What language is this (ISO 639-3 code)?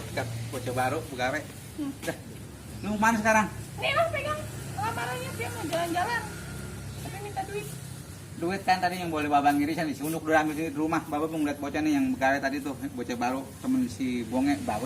bew